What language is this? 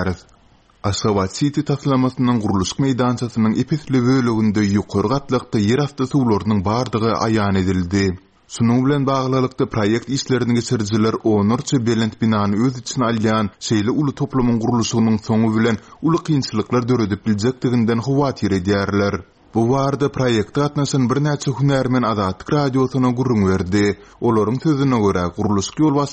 Turkmen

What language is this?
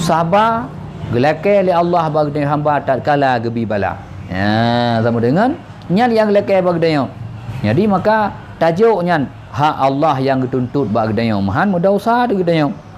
Achinese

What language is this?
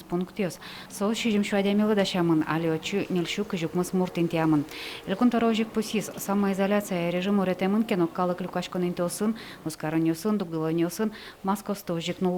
Udmurt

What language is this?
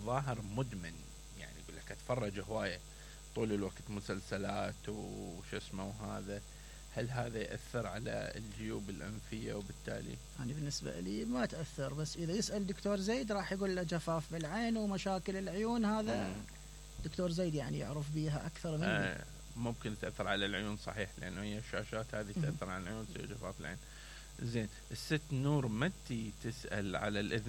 Mesopotamian Arabic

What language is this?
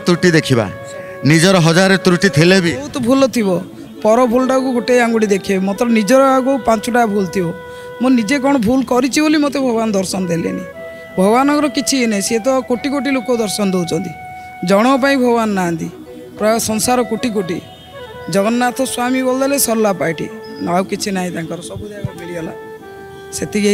Odia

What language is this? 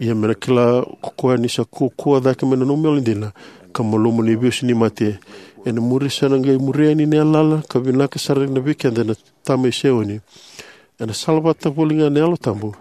Fijian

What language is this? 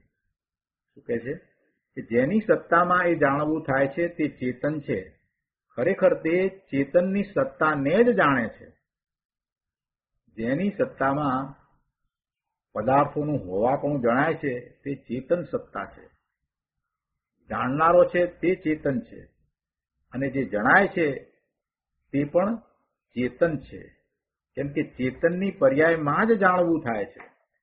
Gujarati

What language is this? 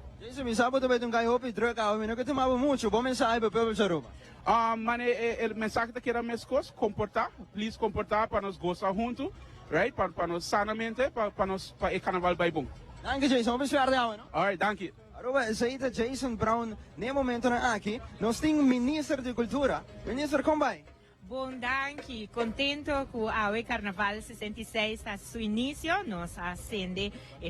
Papiamento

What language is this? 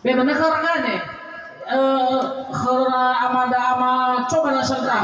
Nias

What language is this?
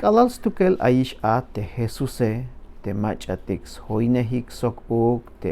Tzeltal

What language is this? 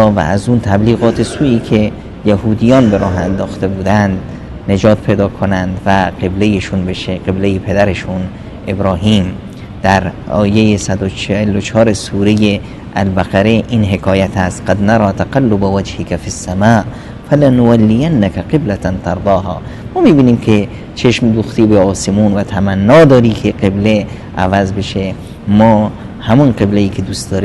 Persian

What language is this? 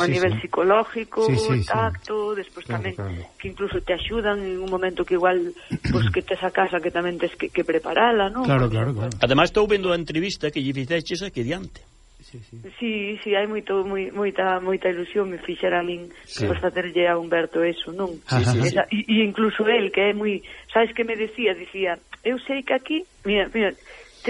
Galician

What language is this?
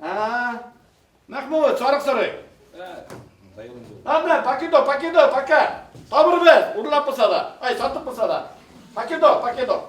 Bashkir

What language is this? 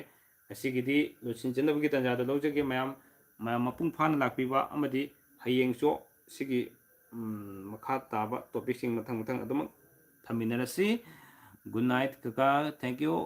Manipuri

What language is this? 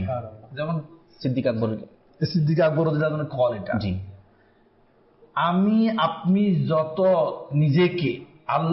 Bangla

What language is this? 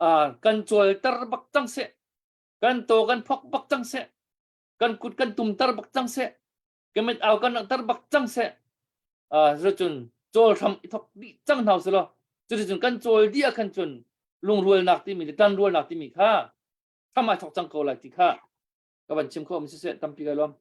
Hakha Chin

